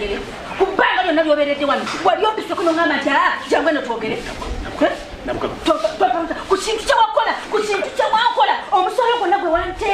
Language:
Ganda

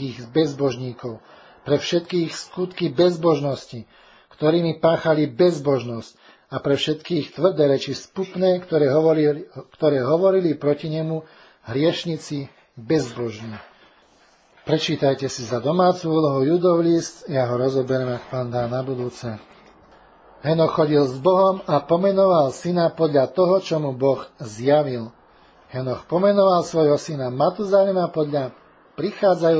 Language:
Slovak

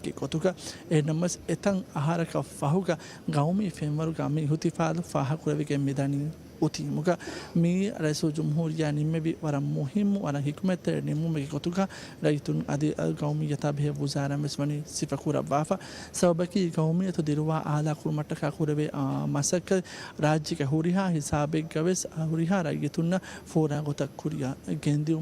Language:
Divehi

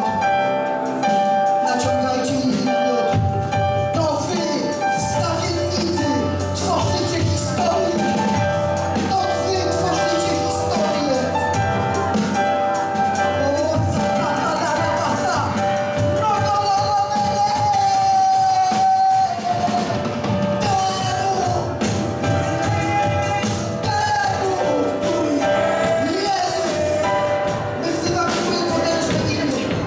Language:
Polish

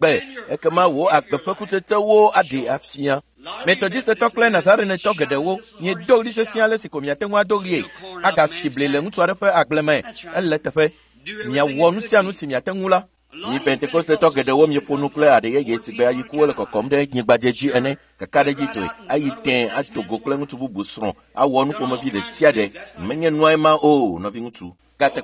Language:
Ewe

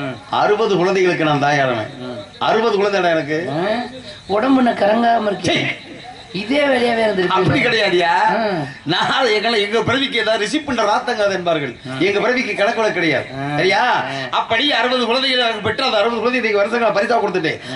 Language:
Tamil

